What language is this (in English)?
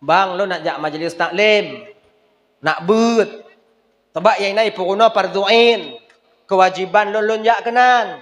Achinese